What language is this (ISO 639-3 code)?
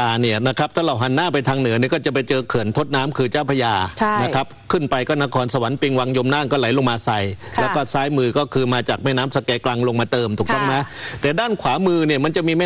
tha